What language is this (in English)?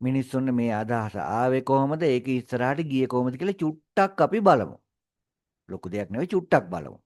Sinhala